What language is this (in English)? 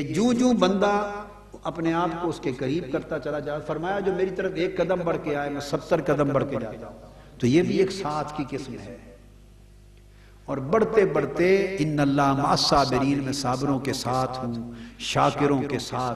Urdu